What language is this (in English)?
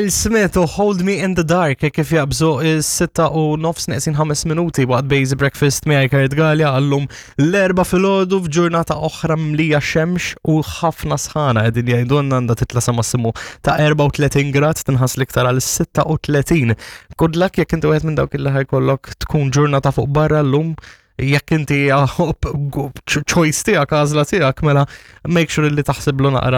Maltese